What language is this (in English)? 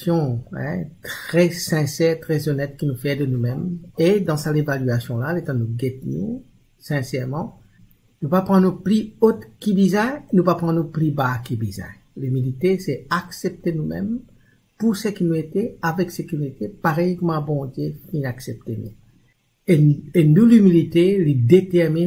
Morisyen